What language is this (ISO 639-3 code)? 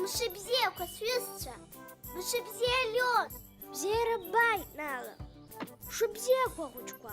abk